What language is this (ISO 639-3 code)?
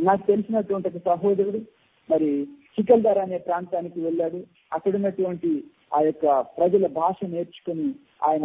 tel